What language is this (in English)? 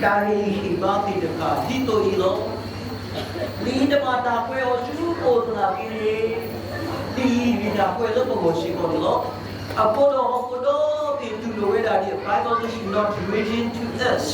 S'gaw Karen